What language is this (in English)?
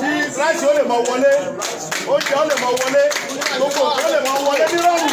Yoruba